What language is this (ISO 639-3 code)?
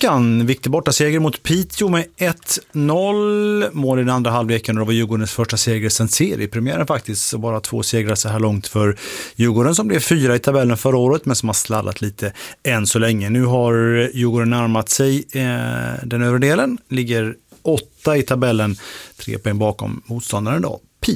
swe